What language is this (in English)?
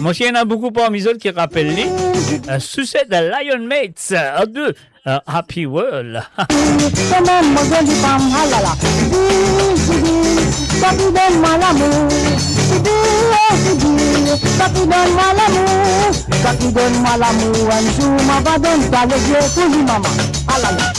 Morisyen